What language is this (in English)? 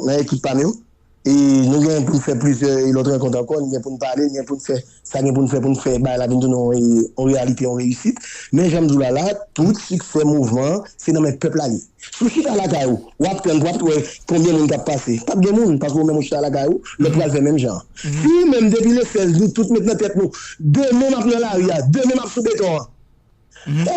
Haitian Creole